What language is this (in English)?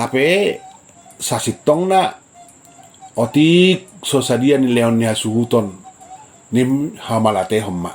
Batak Toba